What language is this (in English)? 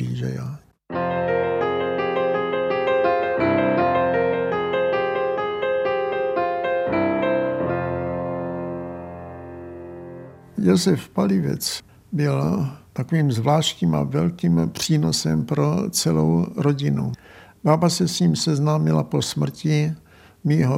Czech